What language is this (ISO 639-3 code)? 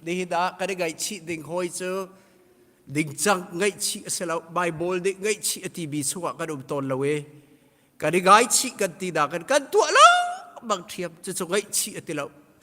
cnh